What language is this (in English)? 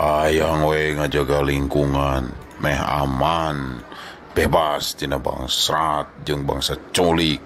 Sundanese